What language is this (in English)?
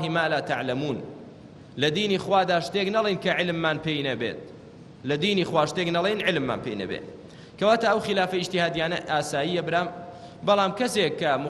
Central Kurdish